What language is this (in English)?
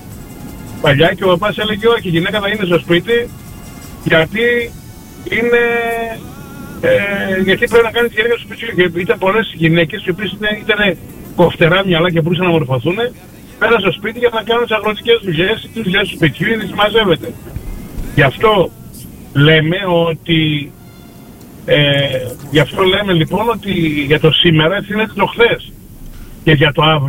Greek